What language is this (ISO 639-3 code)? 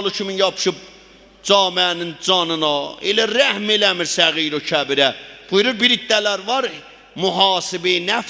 azb